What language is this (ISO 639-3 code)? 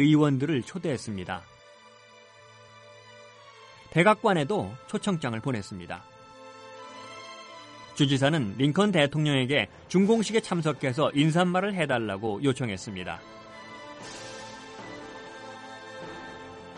kor